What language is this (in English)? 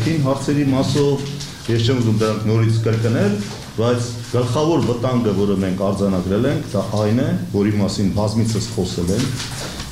Armenian